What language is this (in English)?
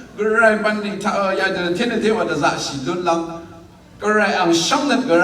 Rawang